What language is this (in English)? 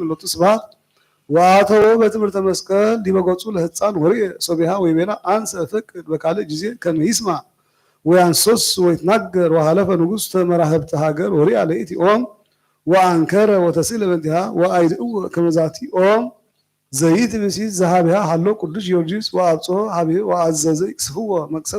Geez